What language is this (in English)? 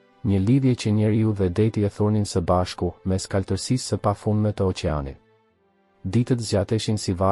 Albanian